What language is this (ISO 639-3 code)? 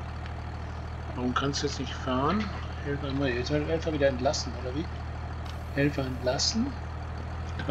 deu